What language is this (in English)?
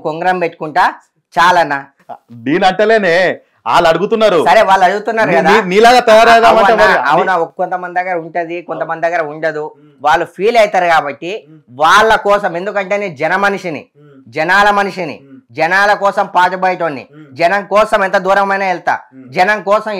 Telugu